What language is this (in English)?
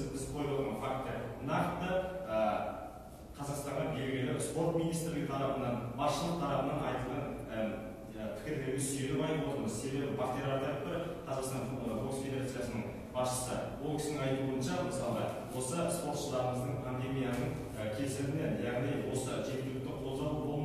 Kazakh